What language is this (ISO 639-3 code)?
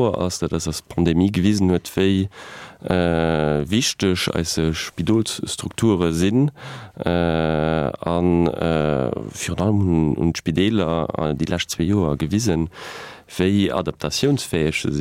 ltz